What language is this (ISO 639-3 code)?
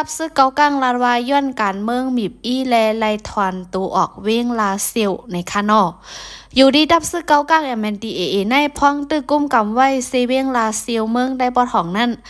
shn